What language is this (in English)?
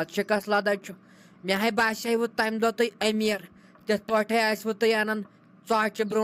Kashmiri